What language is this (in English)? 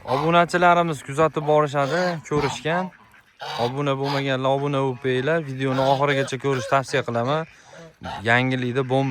Uzbek